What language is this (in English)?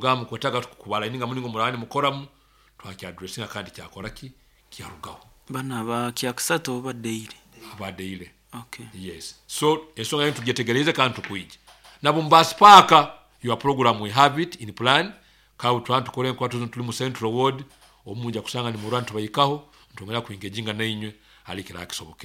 Nyoro